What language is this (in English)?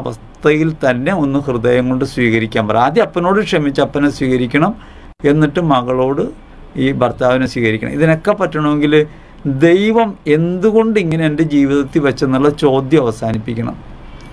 Malayalam